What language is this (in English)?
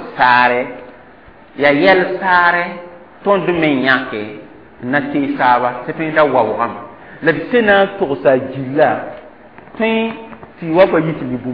Mossi